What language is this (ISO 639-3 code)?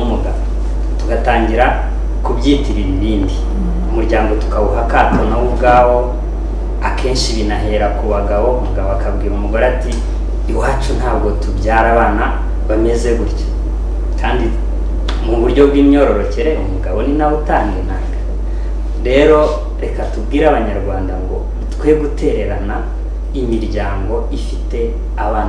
kin